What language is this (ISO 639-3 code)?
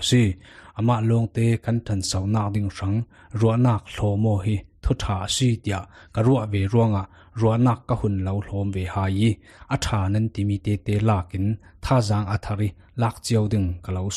cfm